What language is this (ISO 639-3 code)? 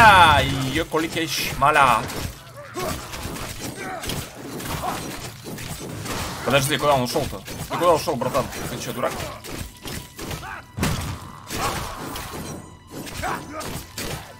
rus